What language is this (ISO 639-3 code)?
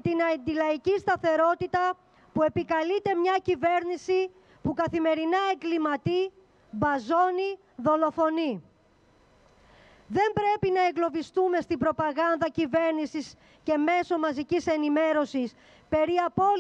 ell